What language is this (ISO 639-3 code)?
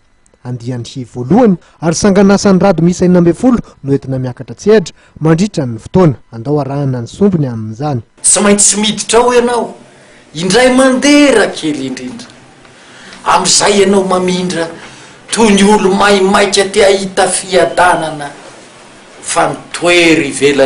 mlg